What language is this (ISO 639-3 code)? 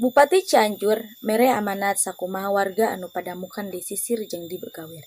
sun